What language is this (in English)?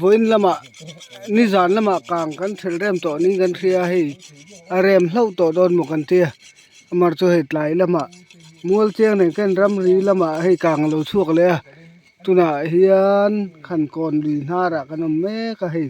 Mizo